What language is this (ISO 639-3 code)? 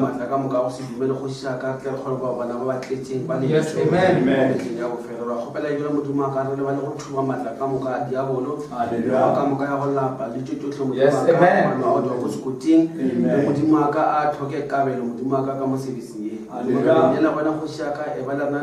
nso